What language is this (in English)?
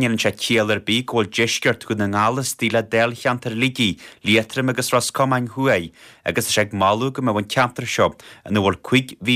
Irish